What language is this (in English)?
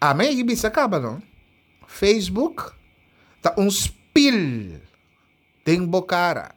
Papiamento